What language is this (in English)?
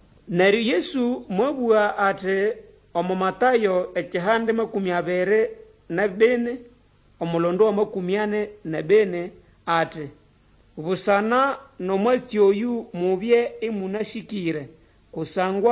Nande